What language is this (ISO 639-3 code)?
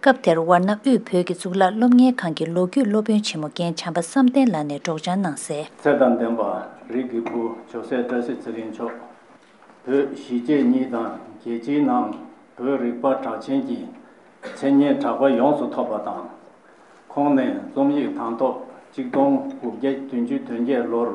bod